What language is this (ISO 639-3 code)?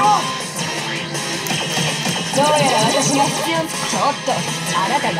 jpn